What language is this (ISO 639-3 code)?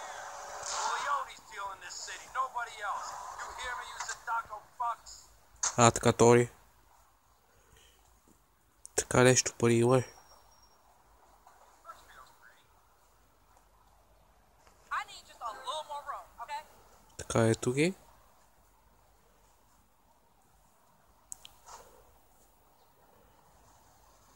bul